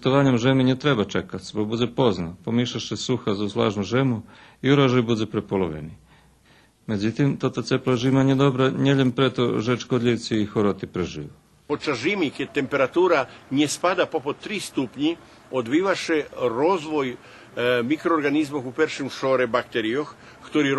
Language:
Rusyn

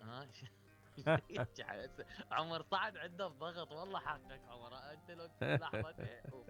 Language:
Mesopotamian Arabic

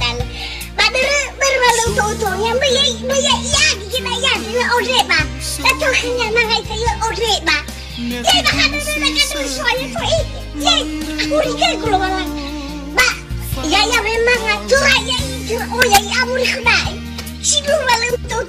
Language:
Nias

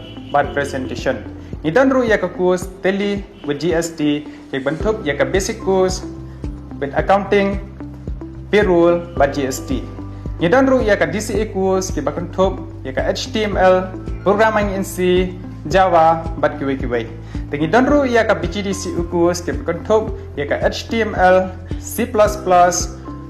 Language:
Khasi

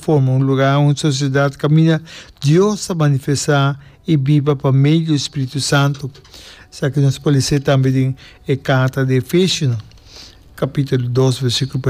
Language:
Papiamento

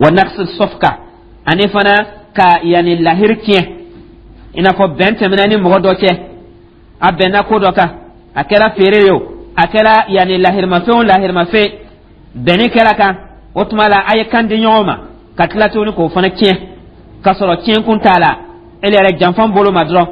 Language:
Dyula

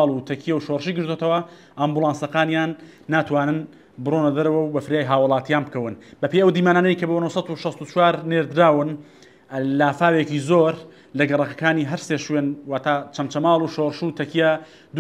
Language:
Central Kurdish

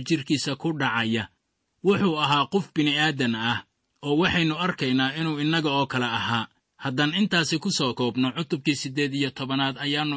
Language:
Somali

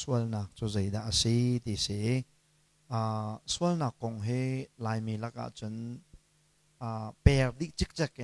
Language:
Hakha Chin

